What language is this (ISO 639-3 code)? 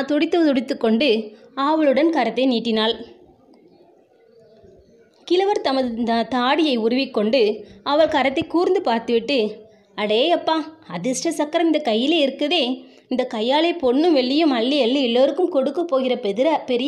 tam